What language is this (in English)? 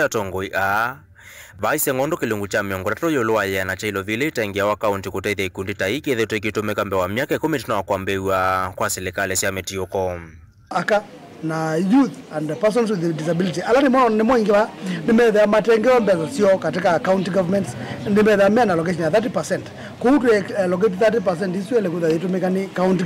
Kamba